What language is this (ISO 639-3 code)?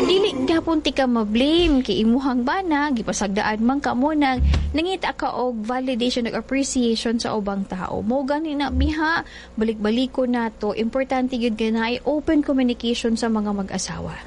ceb